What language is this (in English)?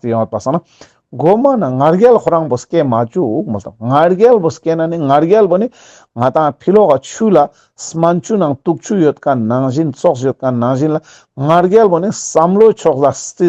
Ladakhi